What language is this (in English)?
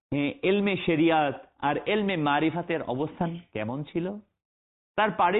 Bangla